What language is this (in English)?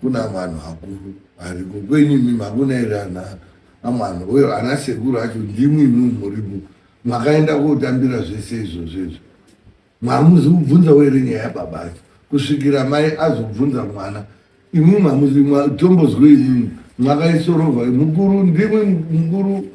Shona